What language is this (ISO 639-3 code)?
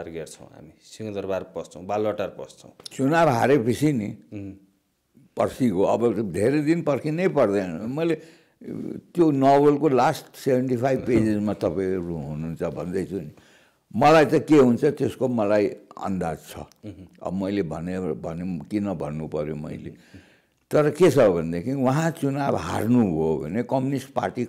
nep